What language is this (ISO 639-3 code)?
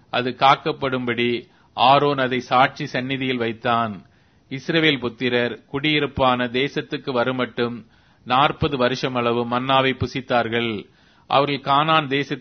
tam